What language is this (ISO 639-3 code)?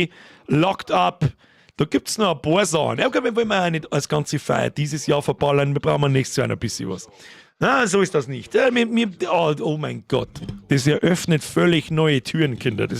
bar